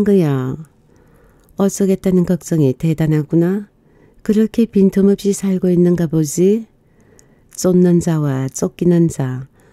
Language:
Korean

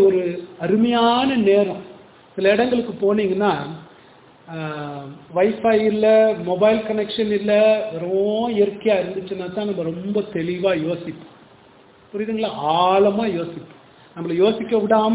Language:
Tamil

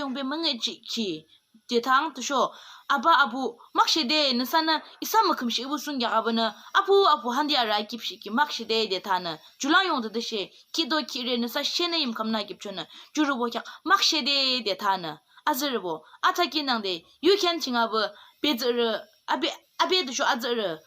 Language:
Yimchungru Naga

